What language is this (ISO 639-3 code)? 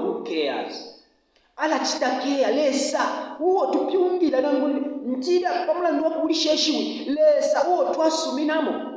bem